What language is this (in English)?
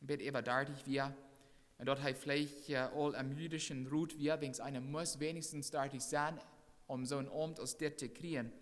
Plautdietsch